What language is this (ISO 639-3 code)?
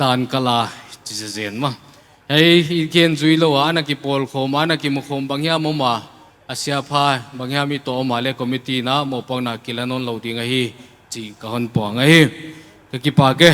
pck